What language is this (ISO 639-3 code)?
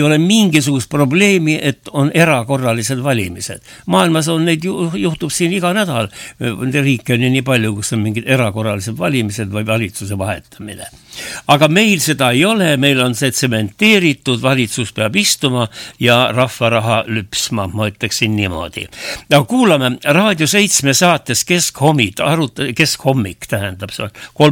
est